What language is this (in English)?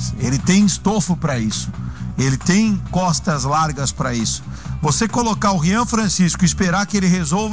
Portuguese